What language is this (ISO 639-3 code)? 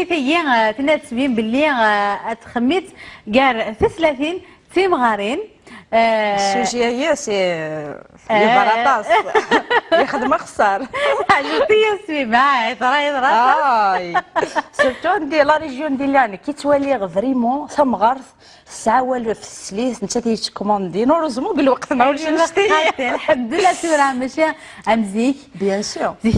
kab